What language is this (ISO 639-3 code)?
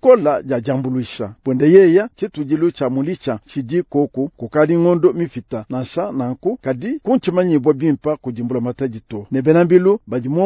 lua